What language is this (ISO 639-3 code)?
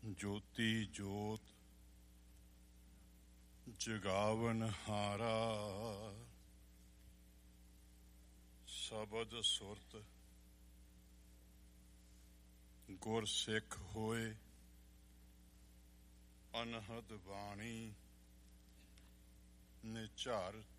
pan